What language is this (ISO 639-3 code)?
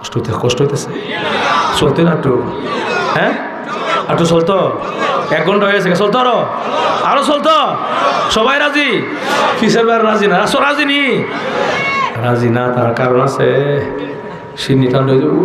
syl